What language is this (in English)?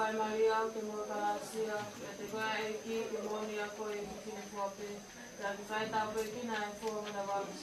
Tongan